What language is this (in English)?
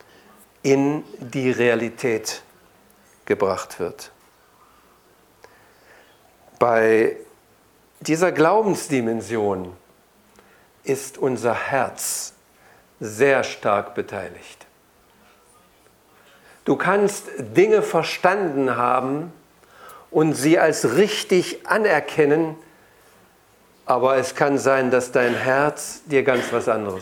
German